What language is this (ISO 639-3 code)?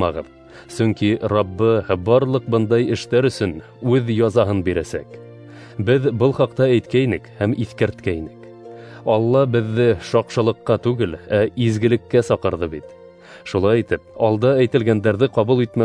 bak